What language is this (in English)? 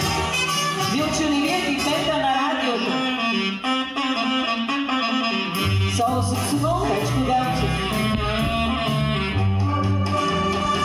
Bulgarian